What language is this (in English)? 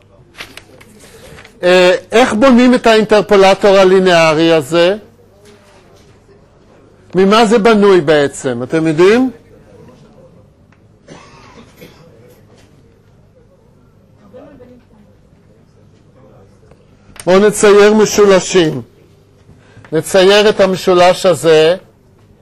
Hebrew